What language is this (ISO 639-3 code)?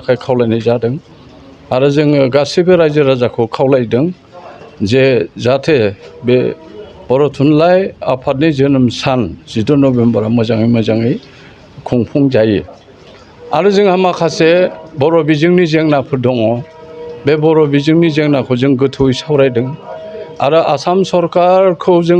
brx